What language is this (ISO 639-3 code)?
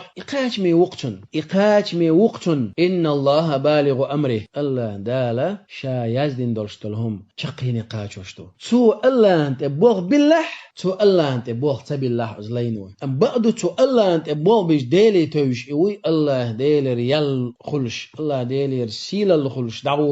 che